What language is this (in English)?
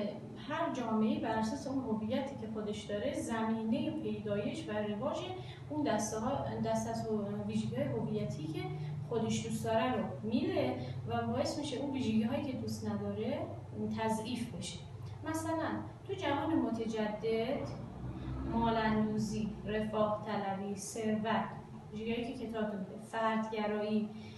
Persian